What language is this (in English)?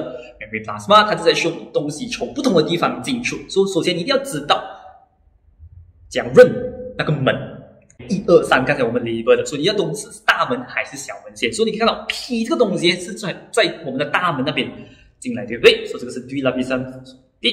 Chinese